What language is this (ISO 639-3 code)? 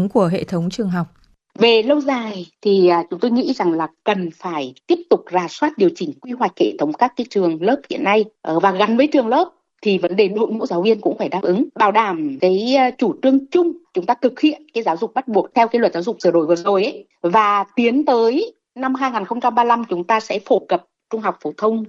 vie